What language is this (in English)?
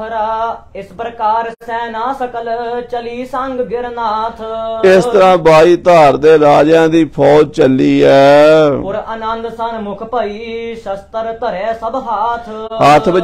Punjabi